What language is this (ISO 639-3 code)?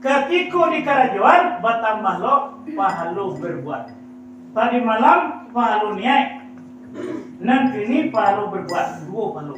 min